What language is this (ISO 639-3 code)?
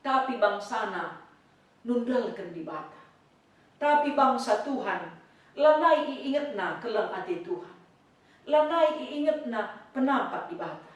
btx